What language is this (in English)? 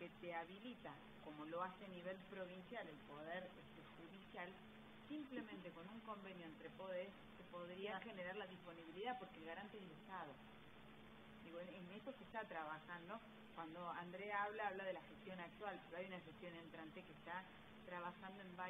Spanish